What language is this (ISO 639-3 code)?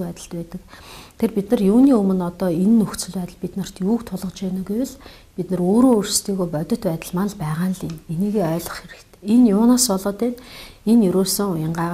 mon